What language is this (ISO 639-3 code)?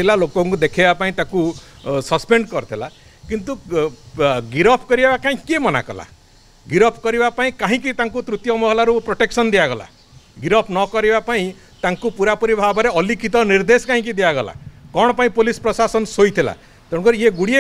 ori